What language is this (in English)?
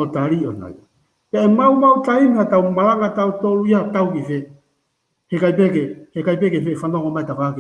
Tongan